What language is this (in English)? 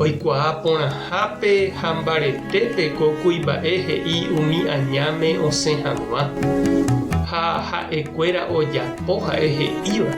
Guarani